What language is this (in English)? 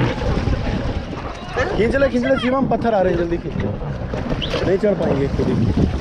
Hindi